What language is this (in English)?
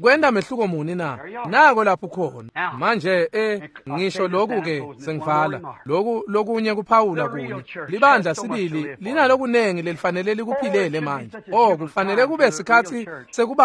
Swati